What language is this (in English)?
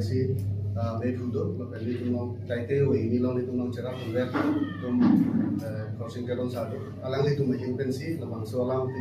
Karbi